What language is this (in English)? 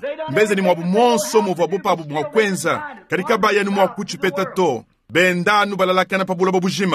Luba-Lulua